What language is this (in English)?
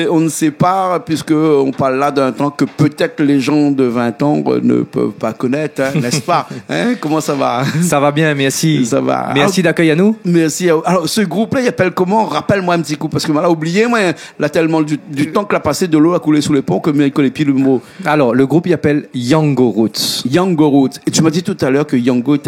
Réunion Creole French